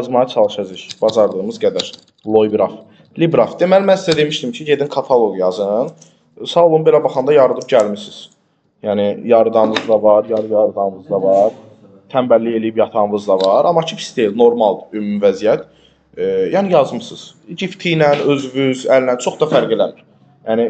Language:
Azerbaijani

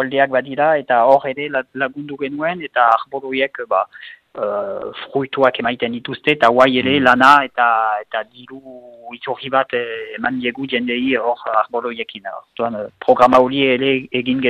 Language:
Basque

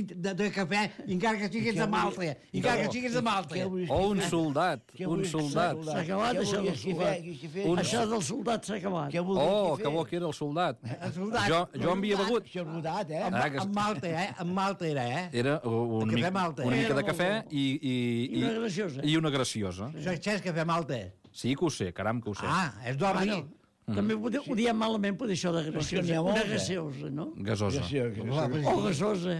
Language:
Catalan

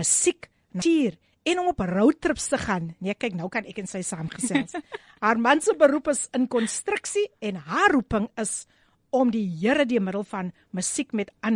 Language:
Afrikaans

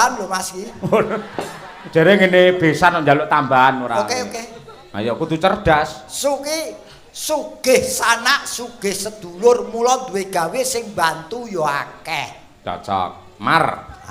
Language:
Javanese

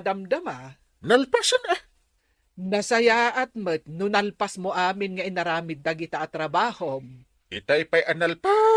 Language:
Iloko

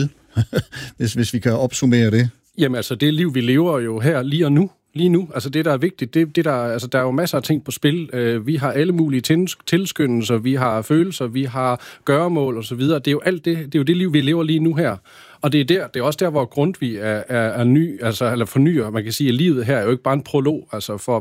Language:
Danish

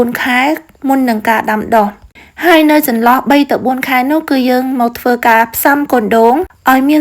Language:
Khmer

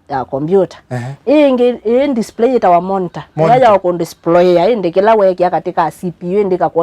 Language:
Kamba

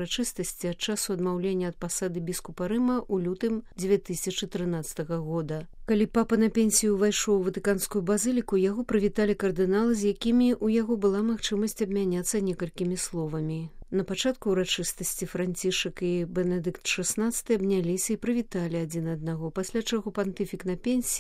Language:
Belarusian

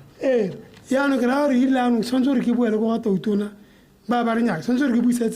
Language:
Tswana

